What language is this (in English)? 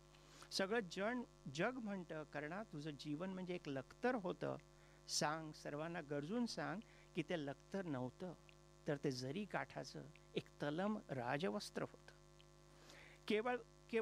Marathi